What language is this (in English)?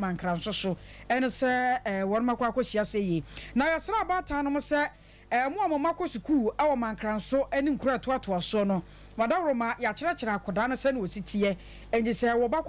Akan